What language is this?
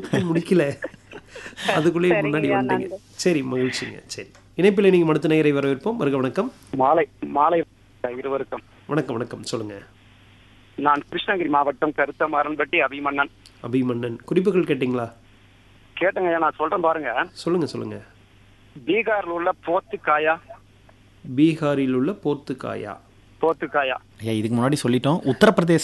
Tamil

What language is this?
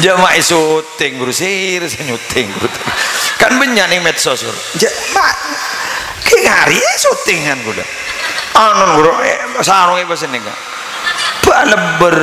Madurese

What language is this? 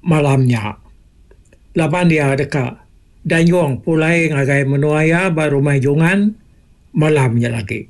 Iban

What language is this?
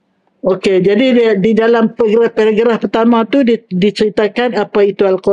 Malay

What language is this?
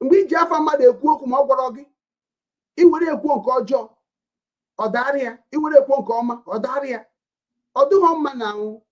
Igbo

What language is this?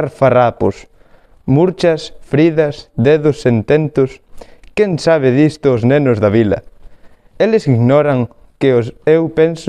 Galician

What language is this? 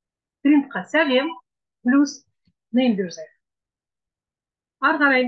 Kazakh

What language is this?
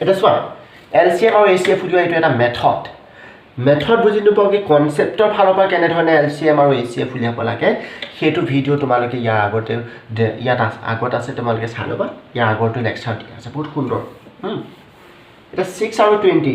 Assamese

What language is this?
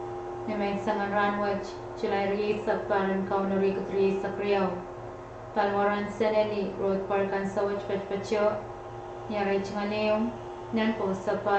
Pohnpeian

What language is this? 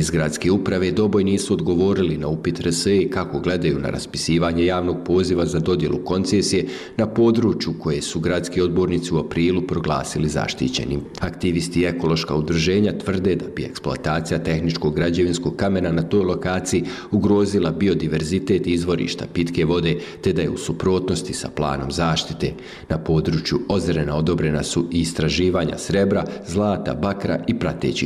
Bosnian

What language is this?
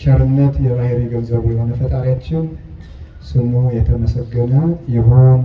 Amharic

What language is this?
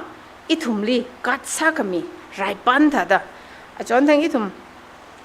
Tangkhul Naga (India)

